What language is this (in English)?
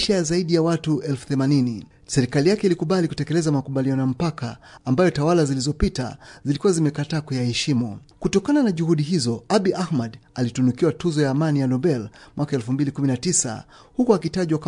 Swahili